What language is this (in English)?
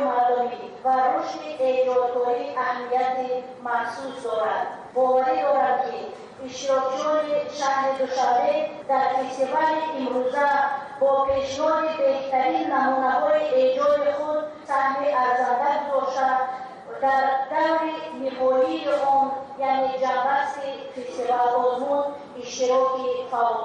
Tajik